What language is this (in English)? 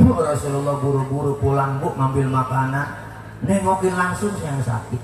Betawi